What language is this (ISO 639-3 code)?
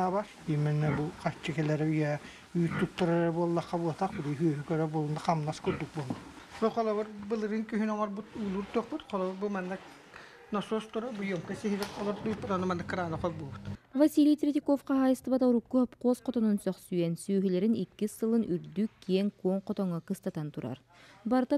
sah